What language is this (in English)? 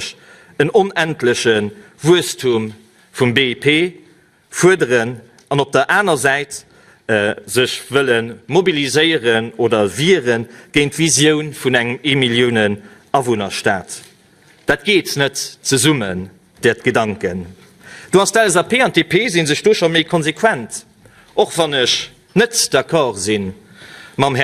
Luxembourgish